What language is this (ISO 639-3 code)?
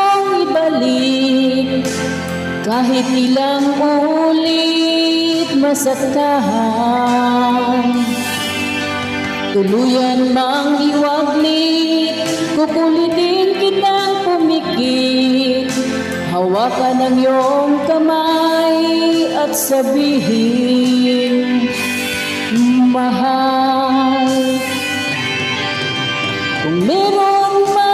fil